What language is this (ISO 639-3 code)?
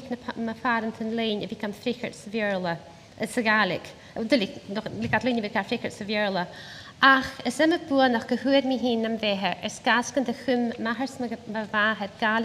gla